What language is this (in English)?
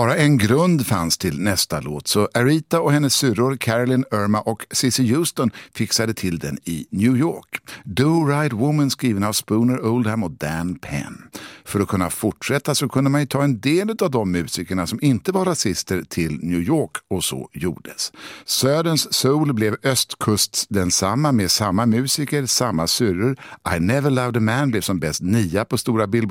Swedish